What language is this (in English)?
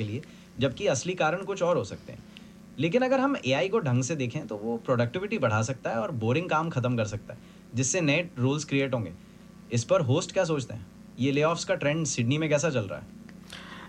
Hindi